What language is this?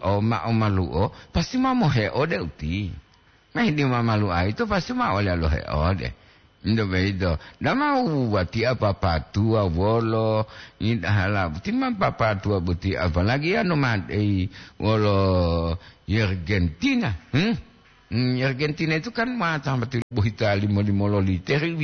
Gorontalo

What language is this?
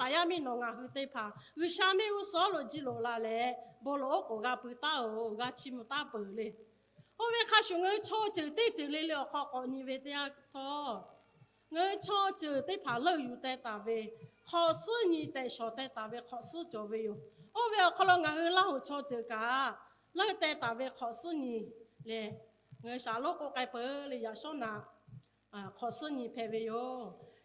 Lahu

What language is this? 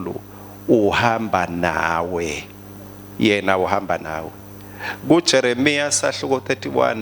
Swati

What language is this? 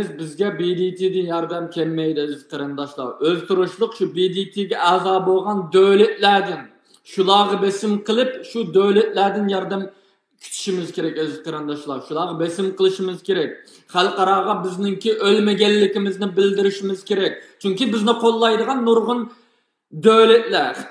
Uyghur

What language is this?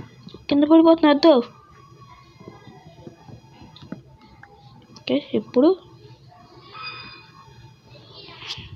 Telugu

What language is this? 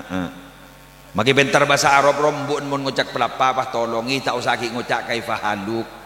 Madurese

